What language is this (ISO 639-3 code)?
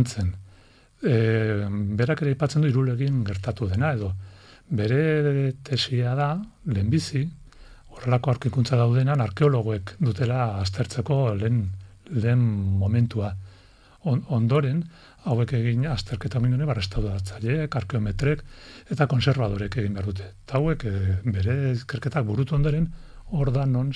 eus